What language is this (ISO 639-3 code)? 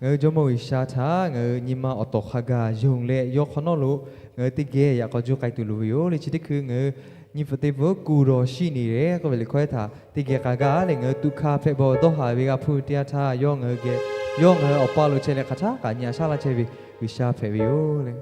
lhu